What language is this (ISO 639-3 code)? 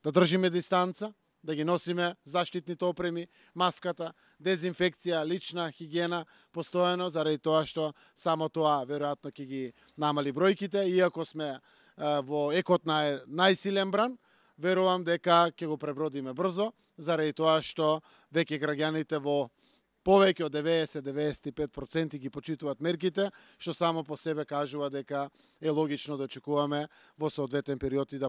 mkd